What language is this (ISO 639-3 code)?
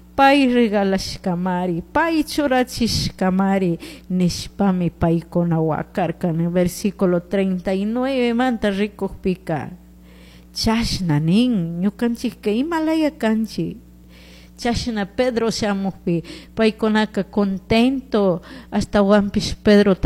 qug